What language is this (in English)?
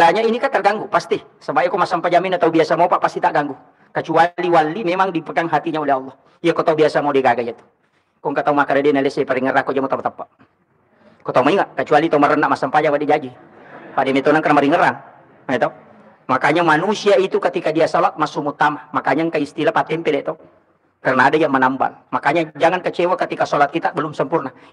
Buginese